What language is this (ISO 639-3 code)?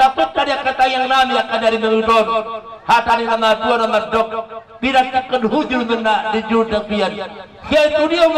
bbc